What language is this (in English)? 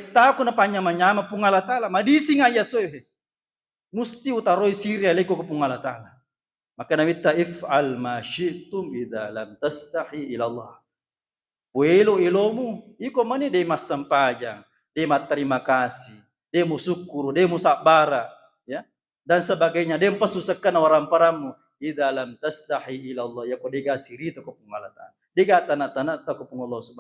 Buginese